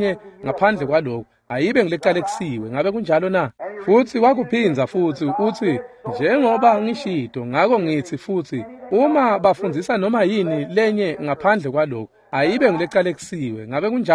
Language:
Swati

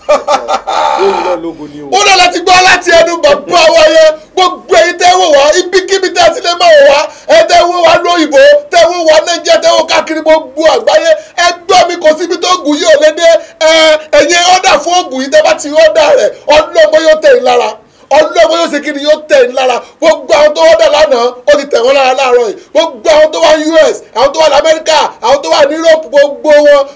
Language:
Yoruba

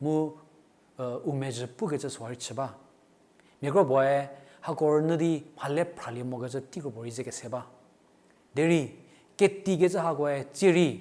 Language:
Angami Naga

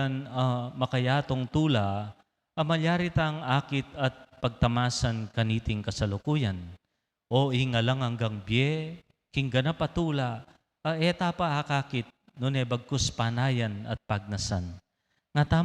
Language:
Pampanga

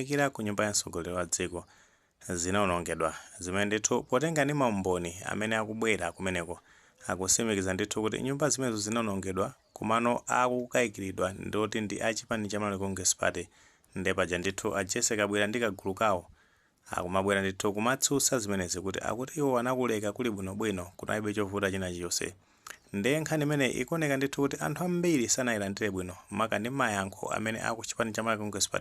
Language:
Nyanja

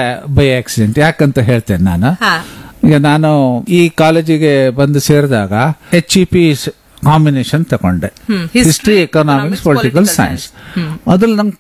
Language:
Kannada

